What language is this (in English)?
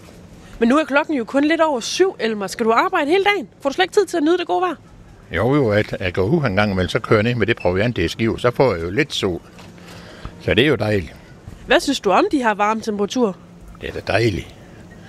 Danish